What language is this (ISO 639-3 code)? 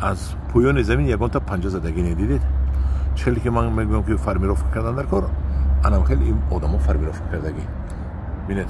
tgk